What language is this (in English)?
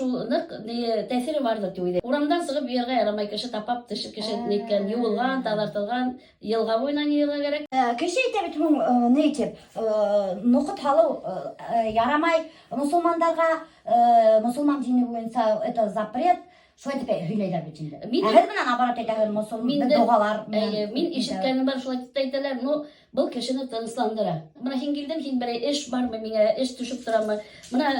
Bashkir